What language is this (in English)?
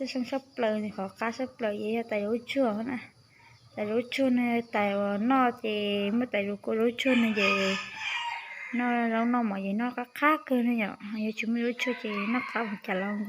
Hmong